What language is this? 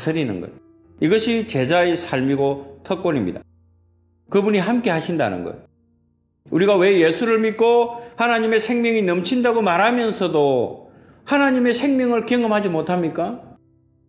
Korean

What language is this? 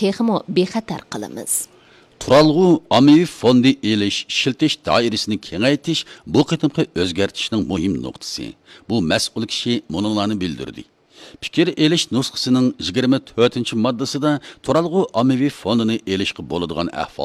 Uyghur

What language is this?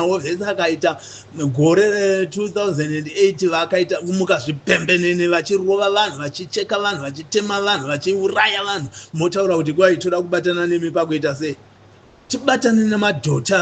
Shona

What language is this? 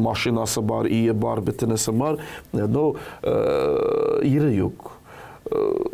Tatar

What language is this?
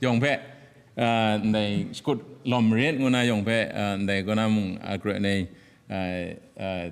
Kachin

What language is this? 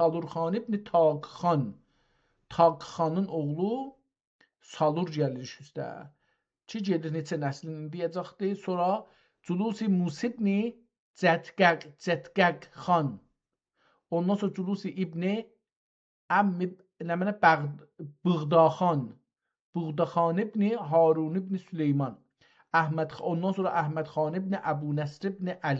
South Azerbaijani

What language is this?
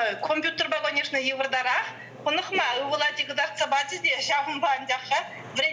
Chuvash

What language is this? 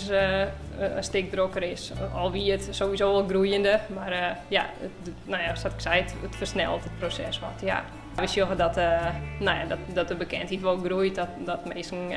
Western Frisian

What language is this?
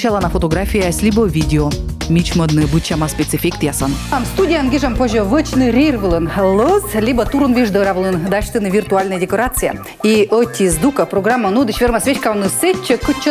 Komi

